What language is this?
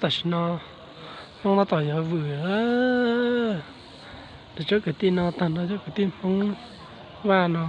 Hmong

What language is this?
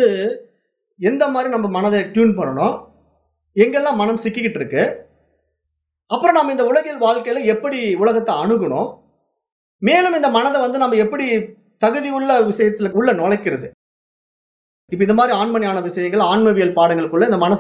Tamil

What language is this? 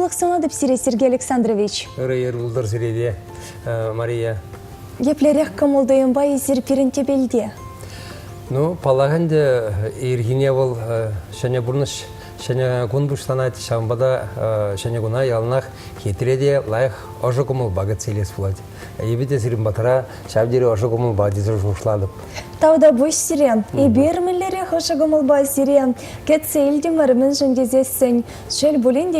Chuvash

